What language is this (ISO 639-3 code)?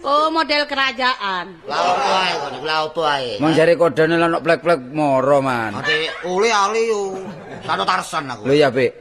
jav